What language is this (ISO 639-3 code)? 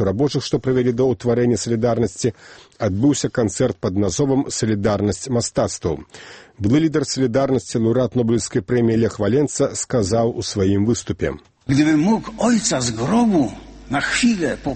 bel